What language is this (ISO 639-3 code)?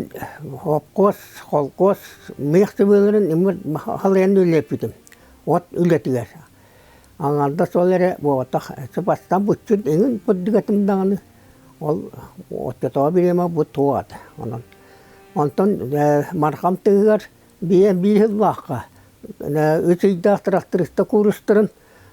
sah